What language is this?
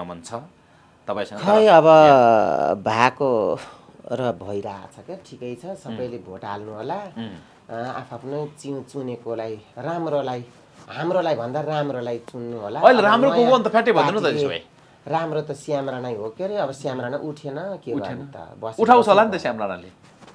Nepali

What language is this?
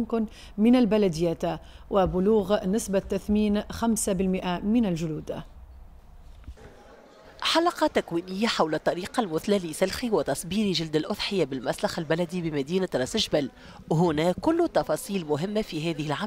Arabic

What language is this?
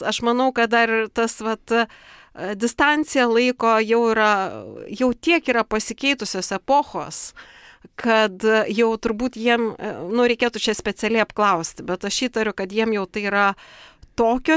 Lithuanian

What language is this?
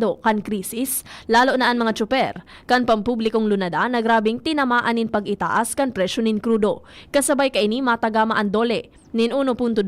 Bikol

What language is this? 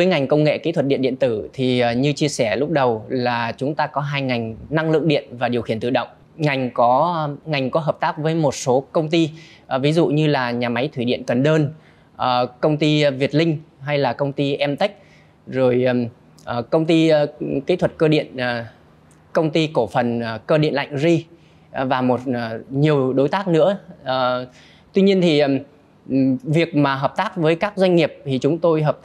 Vietnamese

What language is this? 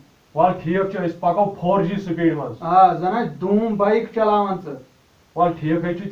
Kashmiri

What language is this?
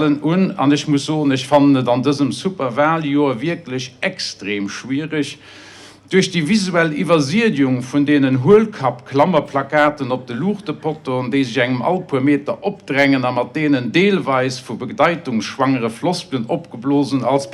Luxembourgish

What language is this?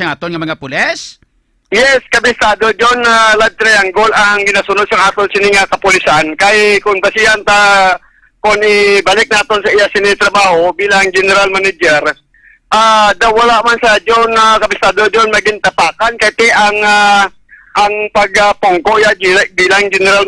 Hiligaynon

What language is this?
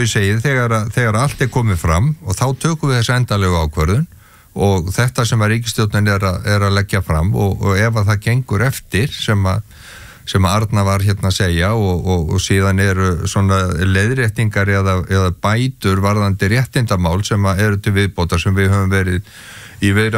Icelandic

